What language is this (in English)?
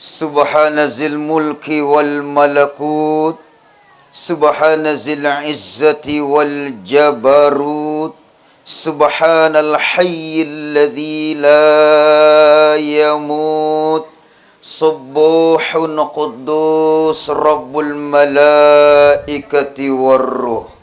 Buginese